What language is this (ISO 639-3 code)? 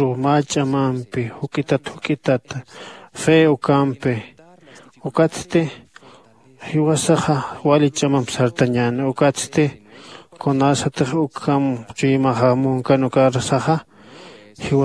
aym